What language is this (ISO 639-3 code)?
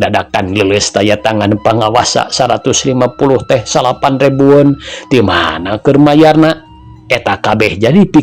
sun